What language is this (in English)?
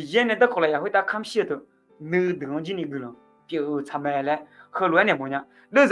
Akha